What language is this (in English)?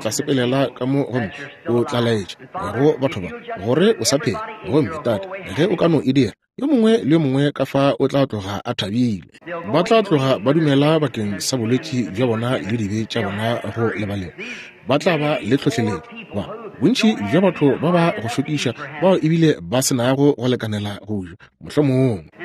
Northern Sotho